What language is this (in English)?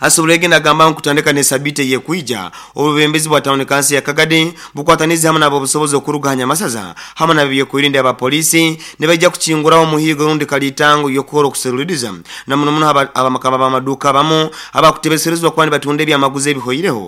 Nyoro